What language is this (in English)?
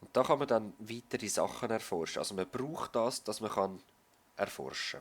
Swiss German